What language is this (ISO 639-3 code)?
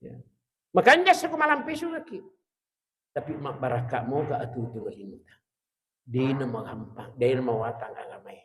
bug